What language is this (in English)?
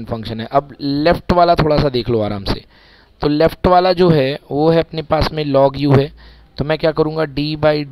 Hindi